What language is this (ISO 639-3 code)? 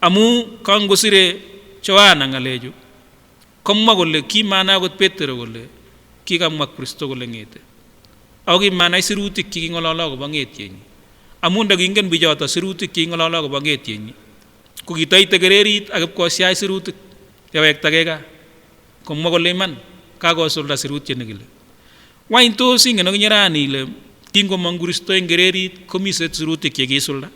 sgc